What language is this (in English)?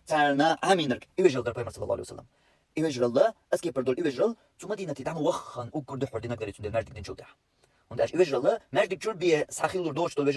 Chechen